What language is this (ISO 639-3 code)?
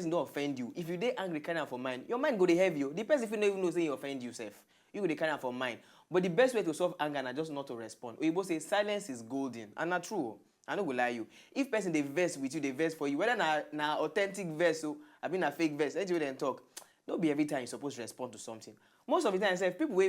pcm